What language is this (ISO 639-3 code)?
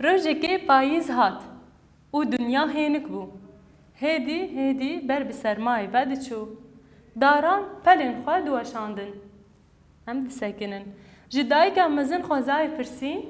kur